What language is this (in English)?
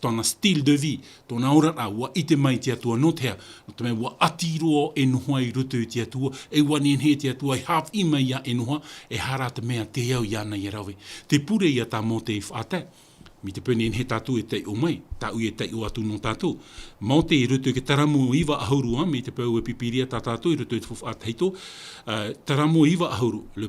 Tahitian